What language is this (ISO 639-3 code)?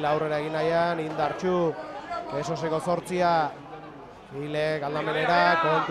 eus